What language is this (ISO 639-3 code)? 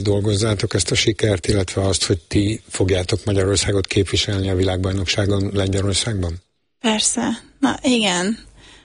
hun